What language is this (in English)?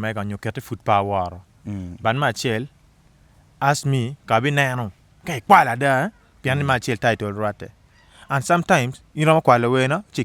Acoli